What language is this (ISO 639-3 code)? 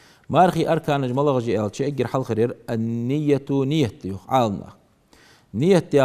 inh